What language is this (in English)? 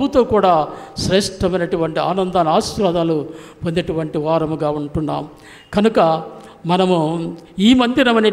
Telugu